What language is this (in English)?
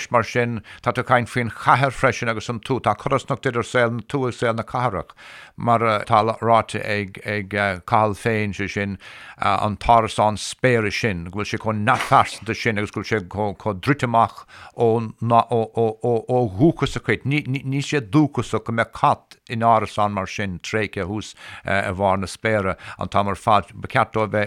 Irish